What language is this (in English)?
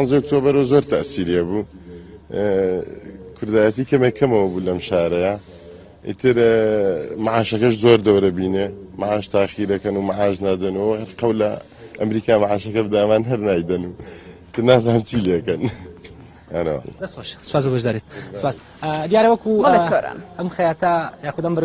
Central Kurdish